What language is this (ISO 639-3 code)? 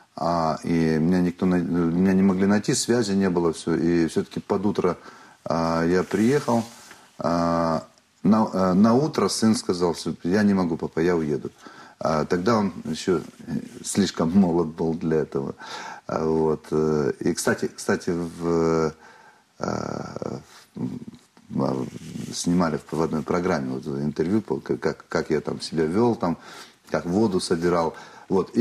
rus